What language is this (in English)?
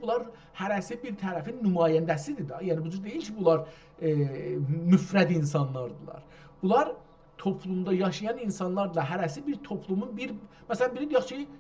South Azerbaijani